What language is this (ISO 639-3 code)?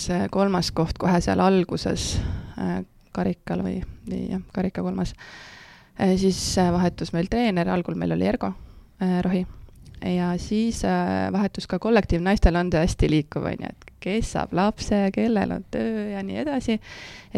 est